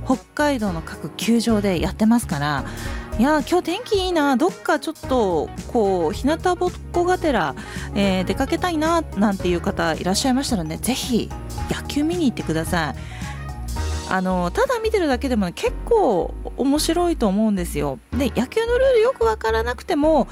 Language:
Japanese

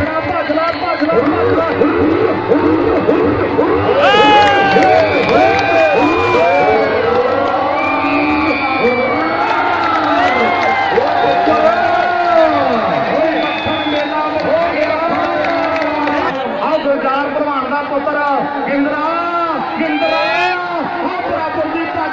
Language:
Punjabi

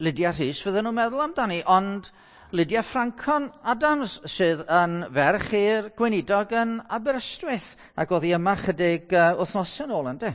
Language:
Welsh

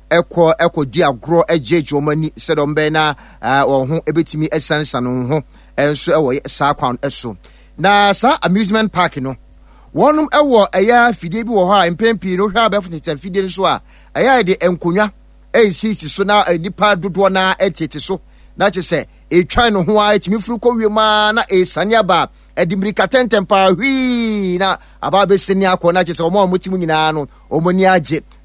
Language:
Akan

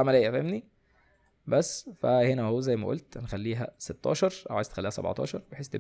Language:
Egyptian Arabic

